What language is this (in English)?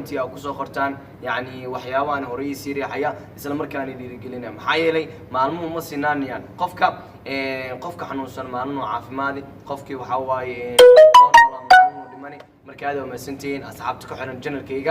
Somali